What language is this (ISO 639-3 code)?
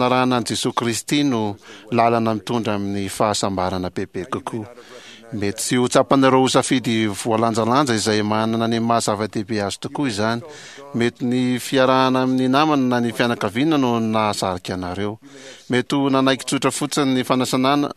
mlg